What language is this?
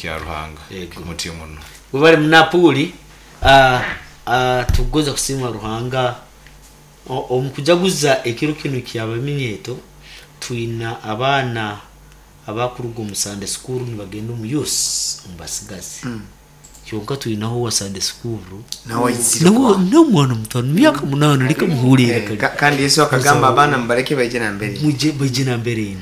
Nyoro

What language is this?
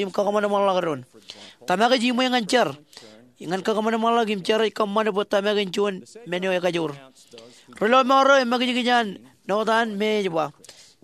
Marshallese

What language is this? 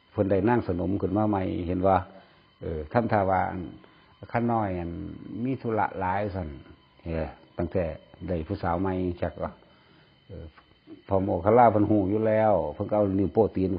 Northeastern Thai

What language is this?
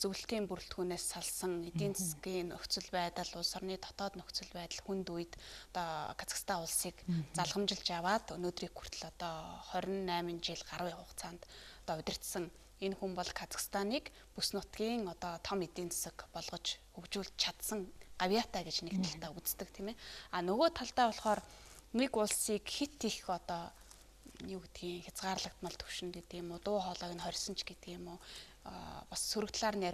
Mongolian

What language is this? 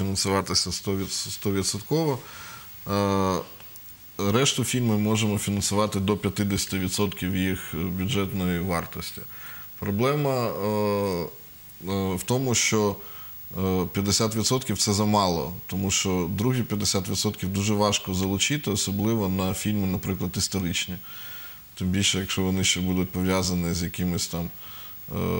Ukrainian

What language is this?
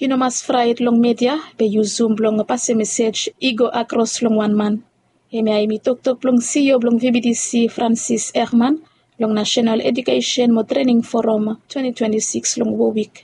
Bislama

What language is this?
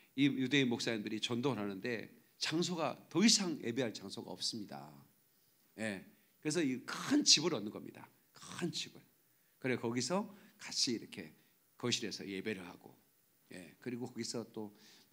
Korean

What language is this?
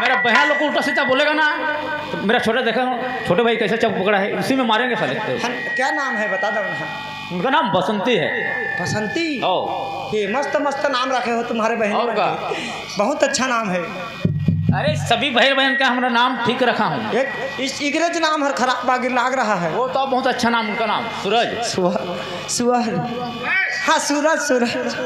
Chhattisgarhi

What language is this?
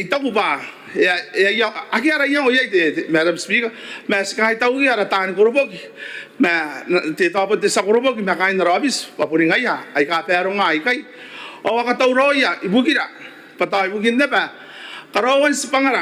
Gilbertese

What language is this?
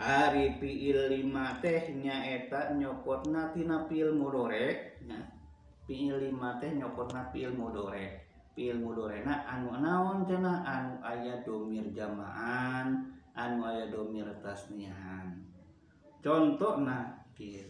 Sundanese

